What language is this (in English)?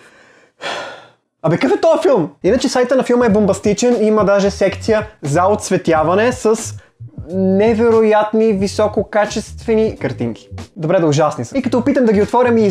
Bulgarian